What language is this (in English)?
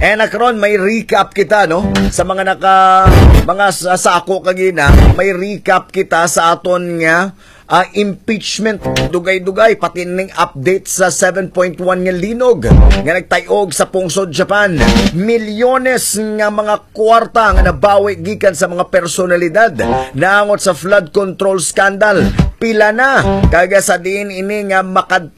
Hiligaynon